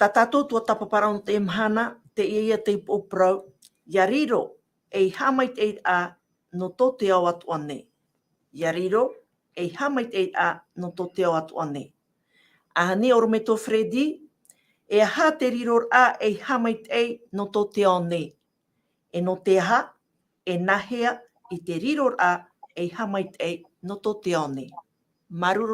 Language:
Tahitian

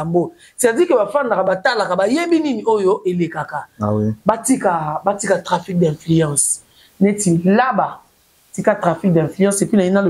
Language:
Lingala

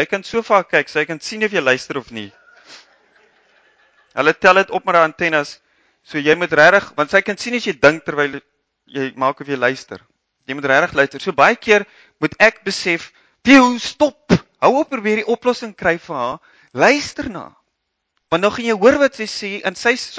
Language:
Afrikaans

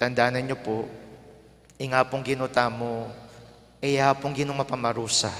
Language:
Pampanga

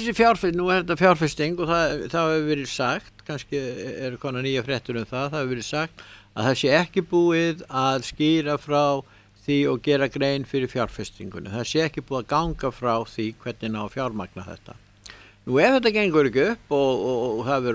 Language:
Icelandic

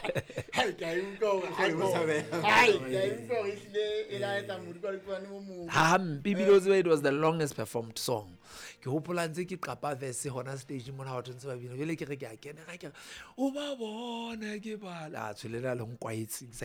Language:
Southern Sotho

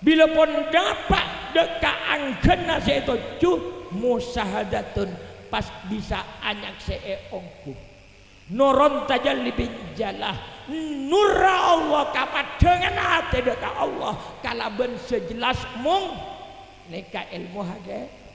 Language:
Madurese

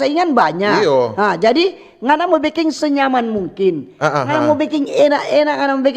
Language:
Manado Malay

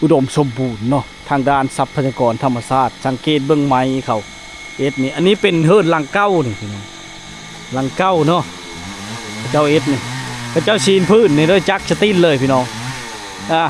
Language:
Lao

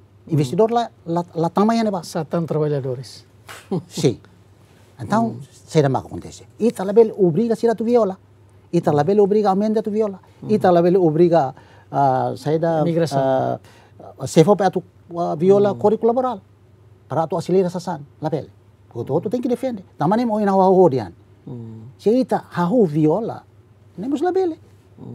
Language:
Tetum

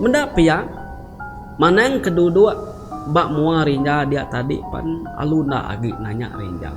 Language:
Iban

